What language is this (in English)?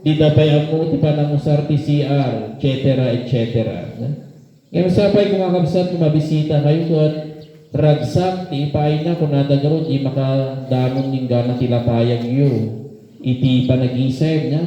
Iloko